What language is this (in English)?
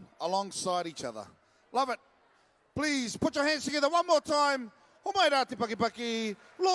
Māori